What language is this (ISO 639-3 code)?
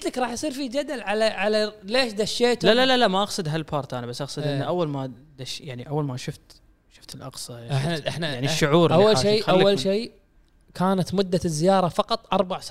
afb